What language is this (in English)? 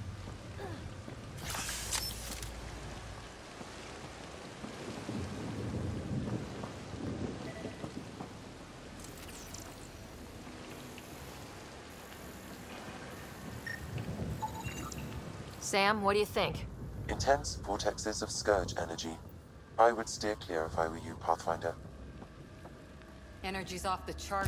English